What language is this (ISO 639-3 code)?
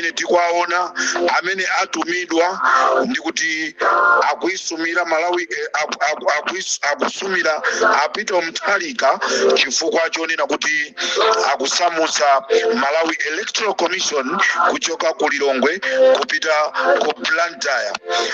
nya